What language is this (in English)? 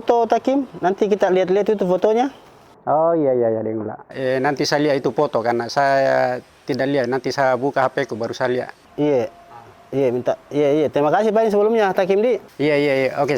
Makassar Malay